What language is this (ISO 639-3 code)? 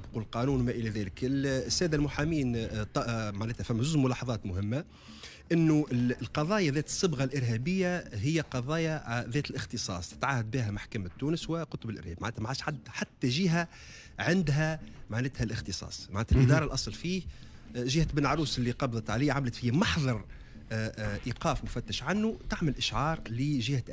aeb